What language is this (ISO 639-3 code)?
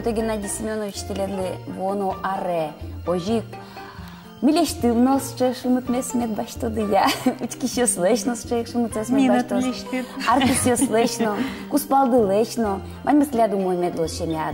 udm